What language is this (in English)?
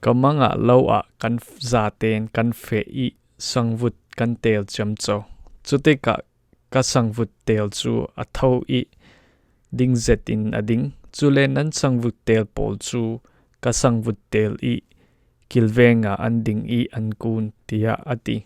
Falam Chin